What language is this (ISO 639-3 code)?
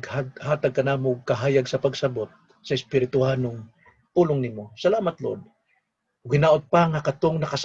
ceb